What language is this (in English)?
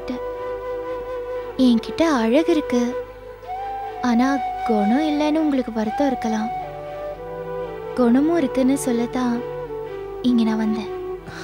Tamil